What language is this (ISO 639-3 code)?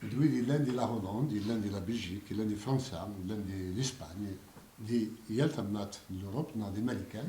kab